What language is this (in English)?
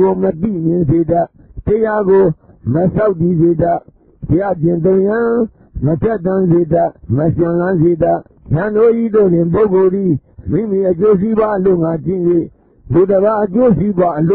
Burmese